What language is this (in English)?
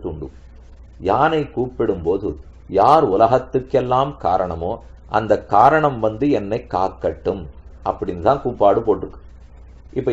Tamil